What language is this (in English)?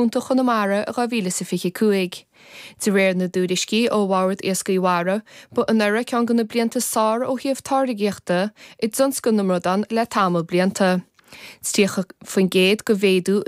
Irish